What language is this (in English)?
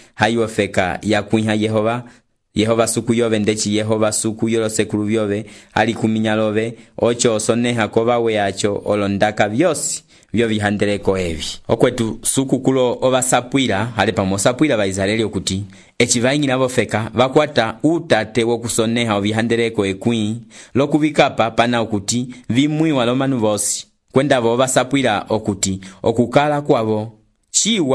Umbundu